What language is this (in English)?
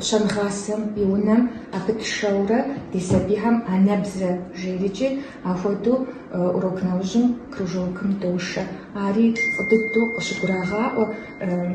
Kabardian